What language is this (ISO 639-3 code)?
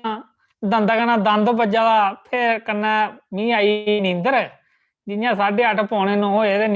doi